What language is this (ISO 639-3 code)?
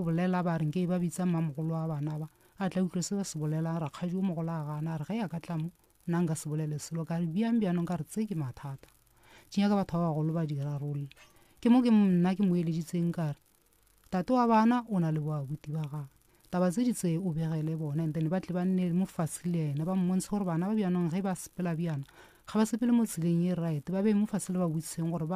nso